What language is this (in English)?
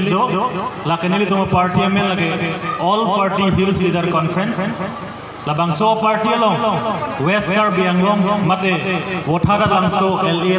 Karbi